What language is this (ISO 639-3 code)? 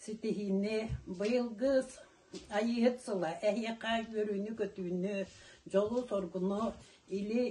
sah